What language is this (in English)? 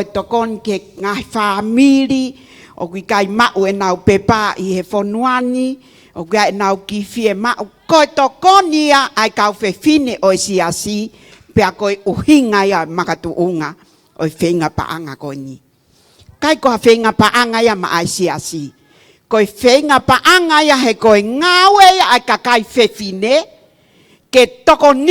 Tongan